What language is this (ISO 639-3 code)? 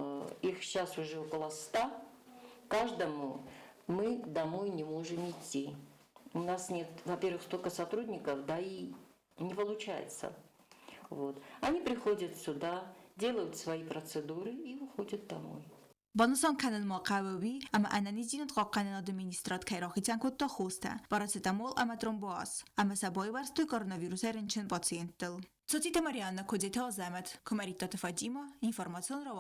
oss